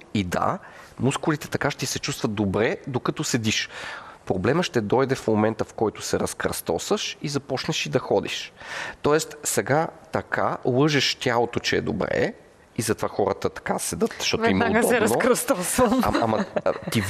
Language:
Bulgarian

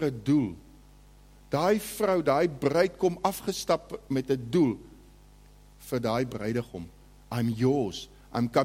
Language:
Afrikaans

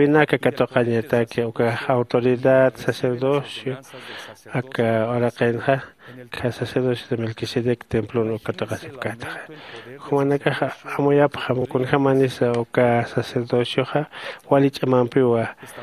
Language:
Aymara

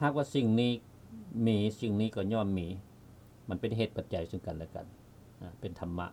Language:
Lao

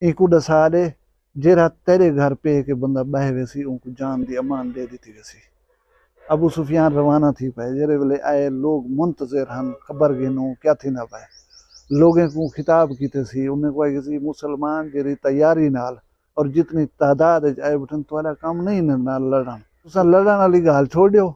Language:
Saraiki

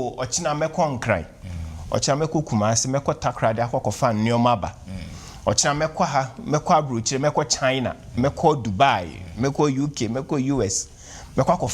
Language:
Akan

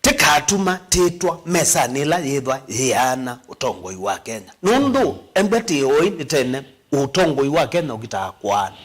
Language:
Kamba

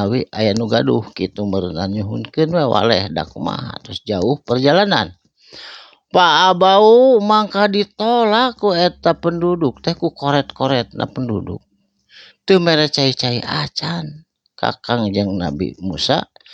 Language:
Sundanese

